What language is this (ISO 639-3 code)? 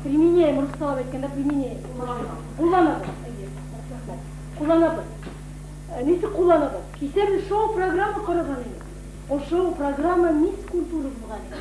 bak